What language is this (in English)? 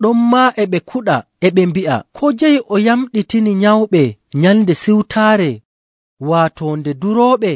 Nigerian Fulfulde